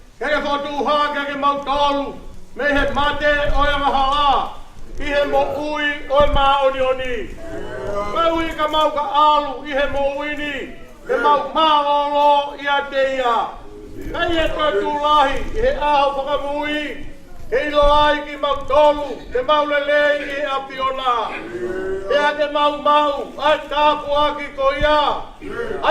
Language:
Tongan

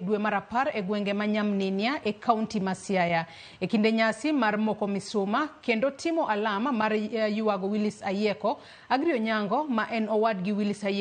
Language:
Luo (Kenya and Tanzania)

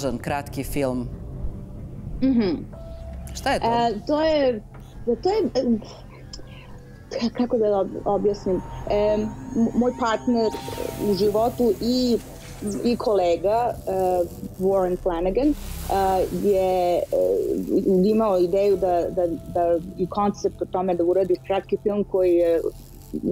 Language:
Serbian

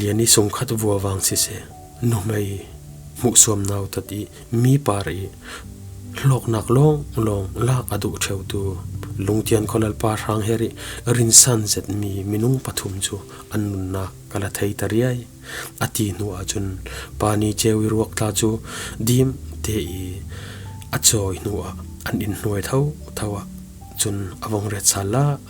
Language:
Falam Chin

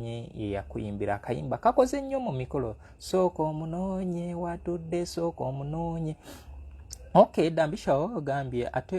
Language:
Ganda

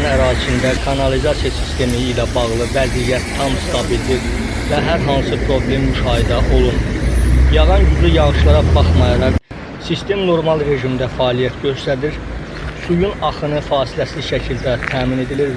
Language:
Azerbaijani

